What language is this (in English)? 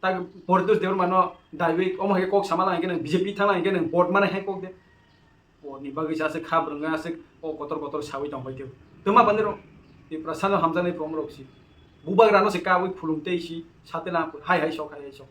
Kok Borok